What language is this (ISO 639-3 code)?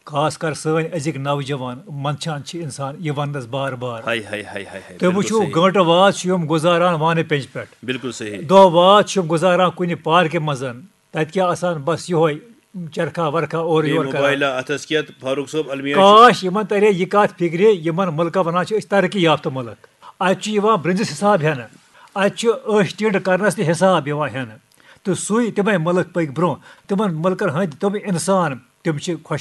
kas